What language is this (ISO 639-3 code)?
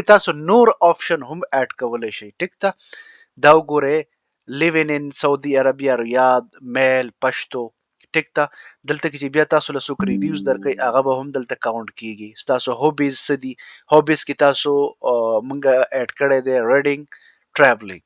pus